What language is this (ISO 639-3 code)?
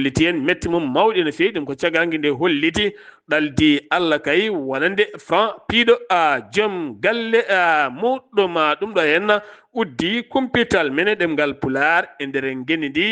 ful